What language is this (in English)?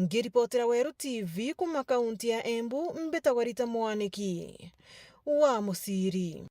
Meru